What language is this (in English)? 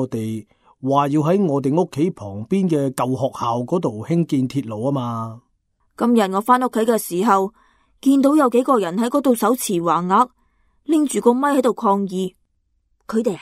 Cantonese